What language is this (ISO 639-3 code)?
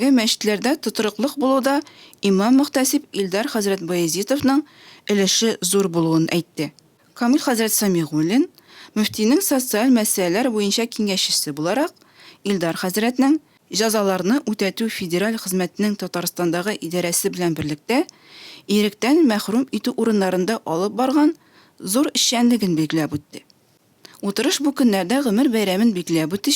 tat